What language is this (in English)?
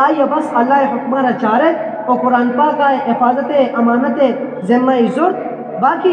Eastern Balochi